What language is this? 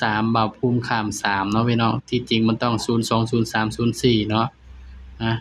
Northeastern Thai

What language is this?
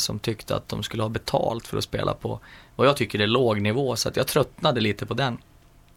Swedish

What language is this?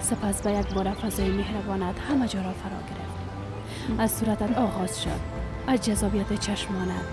Persian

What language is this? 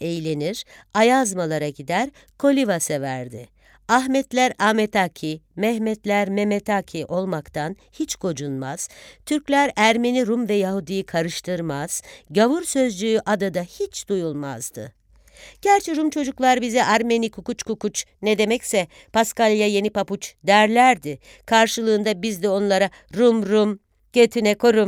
Turkish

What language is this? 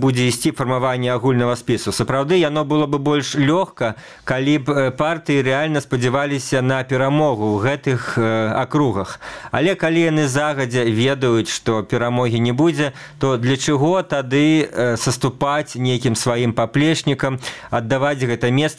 Belarusian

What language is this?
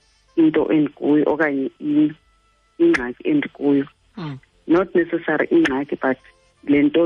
Xhosa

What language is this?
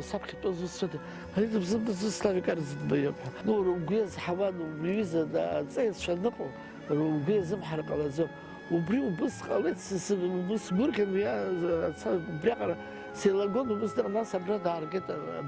Abkhazian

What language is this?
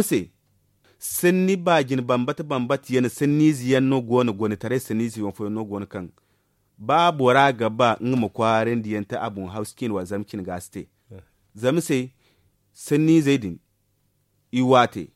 Zarma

